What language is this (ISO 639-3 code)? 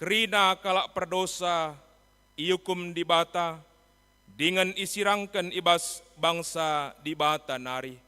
btx